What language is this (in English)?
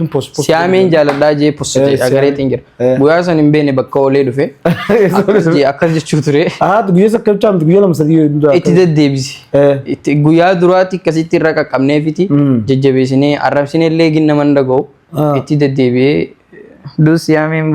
Oromo